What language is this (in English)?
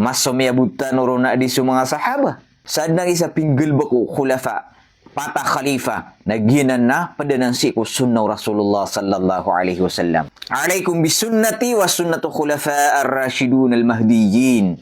Maranao